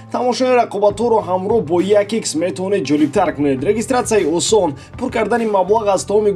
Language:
Tajik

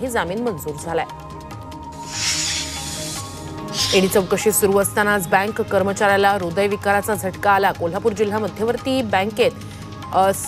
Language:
Marathi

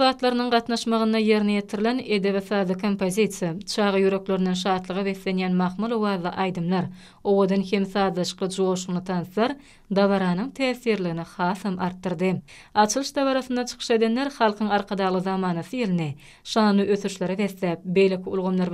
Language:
Turkmen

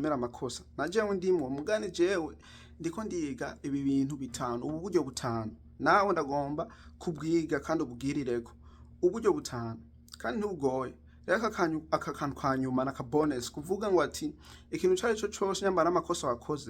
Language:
Rundi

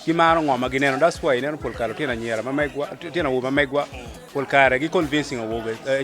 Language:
Acoli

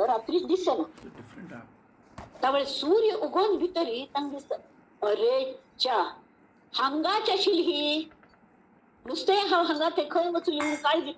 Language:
Konkani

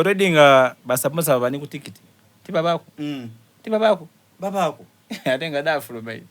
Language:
Soga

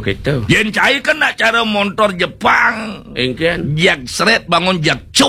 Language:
Balinese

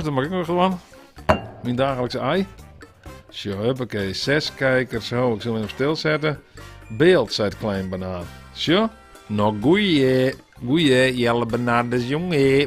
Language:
Western Frisian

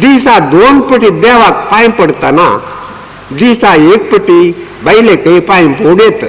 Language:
Konkani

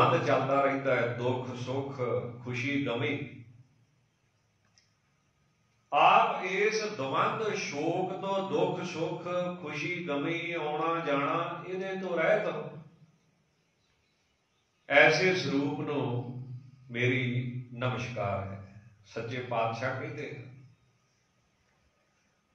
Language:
Punjabi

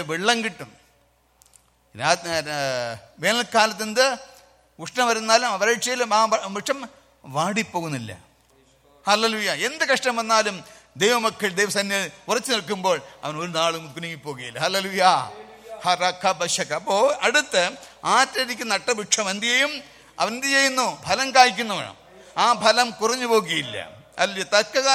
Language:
Malayalam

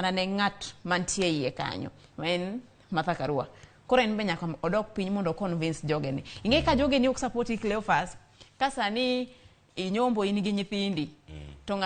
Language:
Luo (Kenya and Tanzania)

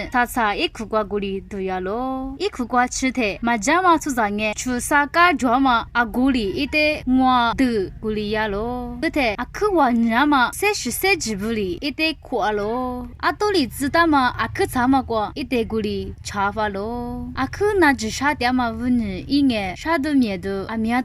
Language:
Lisu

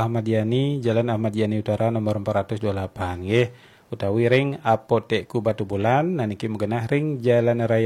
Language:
Balinese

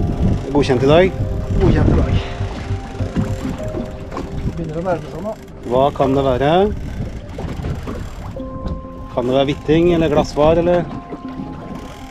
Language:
Norwegian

